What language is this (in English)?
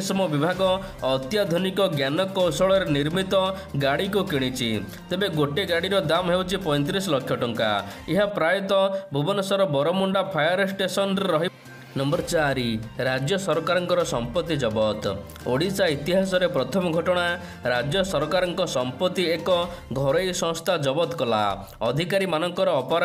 Odia